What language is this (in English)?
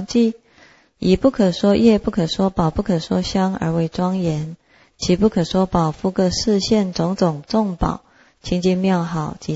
Chinese